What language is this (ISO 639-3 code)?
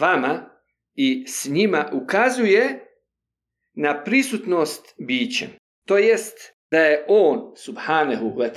bos